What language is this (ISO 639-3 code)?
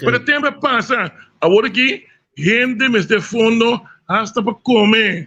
pap